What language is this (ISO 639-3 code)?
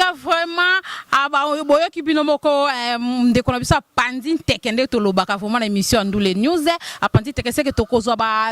lin